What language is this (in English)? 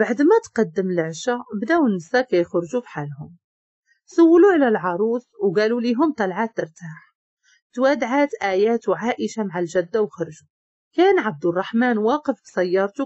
Moroccan Arabic